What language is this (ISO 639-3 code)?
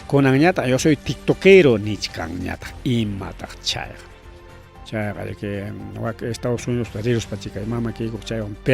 quy